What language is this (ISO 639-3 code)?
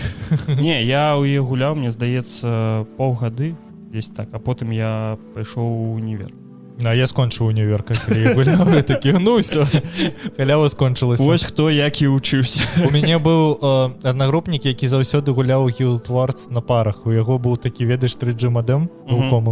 bel